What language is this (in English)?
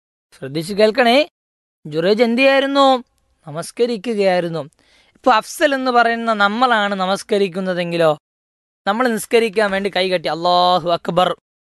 Malayalam